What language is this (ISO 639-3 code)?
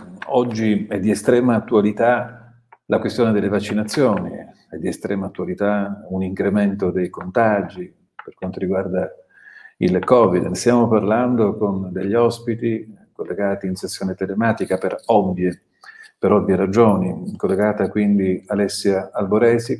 ita